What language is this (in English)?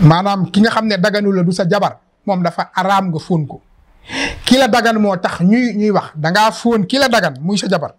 Wolof